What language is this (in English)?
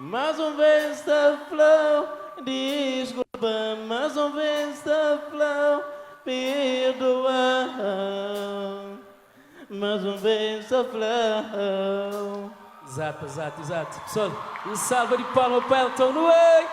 Kabuverdianu